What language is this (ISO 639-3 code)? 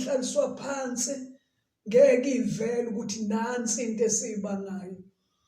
zul